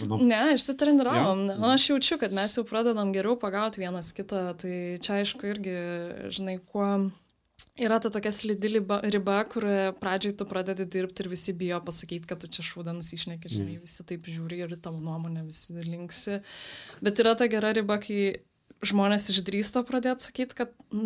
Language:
Lithuanian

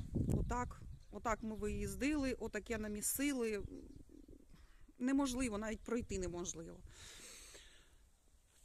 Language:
Ukrainian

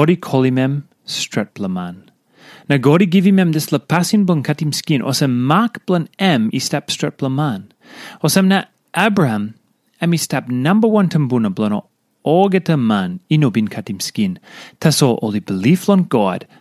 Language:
Tok Pisin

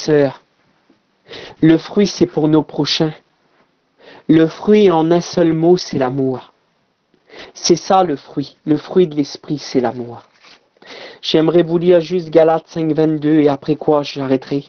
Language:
French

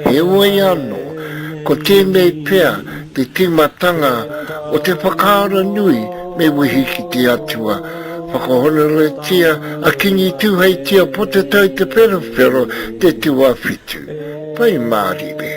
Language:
Māori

